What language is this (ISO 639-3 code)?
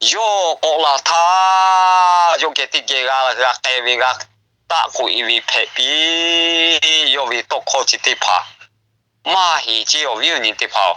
lhu